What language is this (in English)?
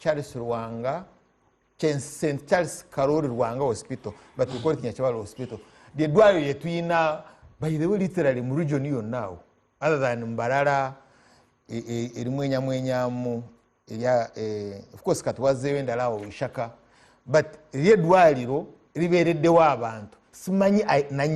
Ganda